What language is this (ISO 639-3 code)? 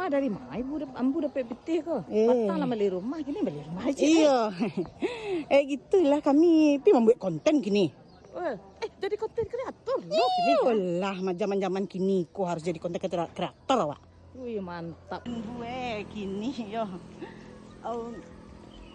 min